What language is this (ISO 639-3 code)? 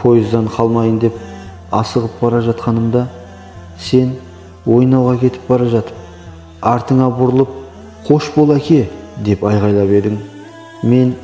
kaz